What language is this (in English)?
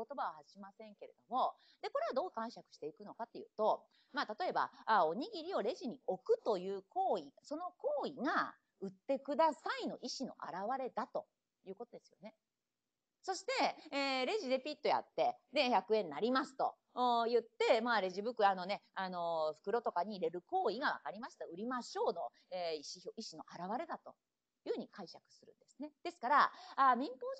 Japanese